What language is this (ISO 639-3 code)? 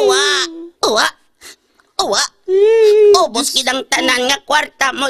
hil